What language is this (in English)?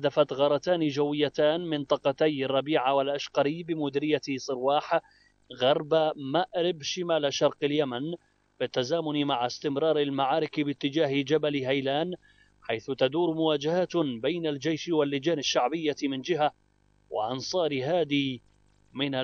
Arabic